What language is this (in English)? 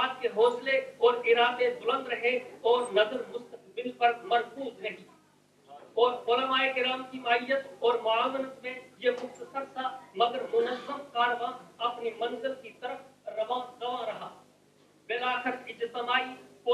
Urdu